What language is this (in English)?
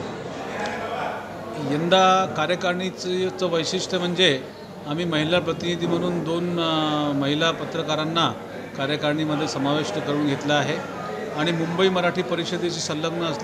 Marathi